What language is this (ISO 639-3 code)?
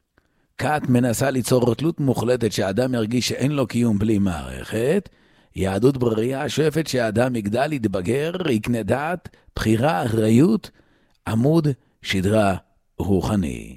heb